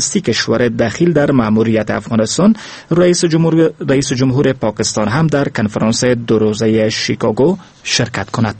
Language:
Persian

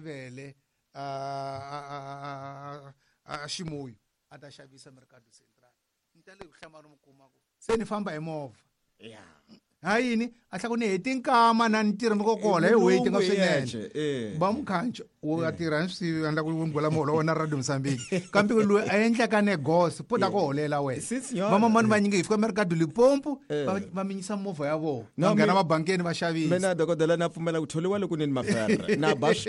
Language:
Tsonga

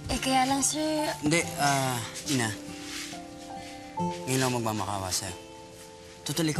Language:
Filipino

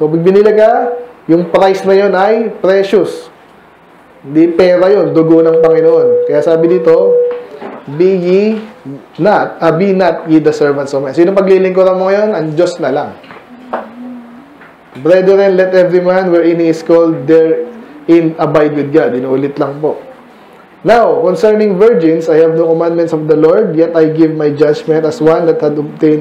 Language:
Filipino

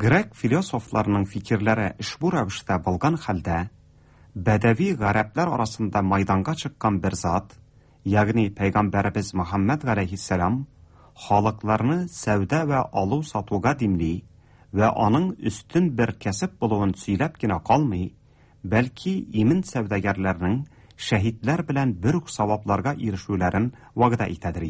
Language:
Tatar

